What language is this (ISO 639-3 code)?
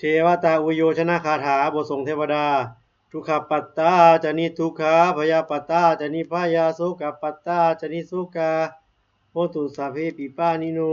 pli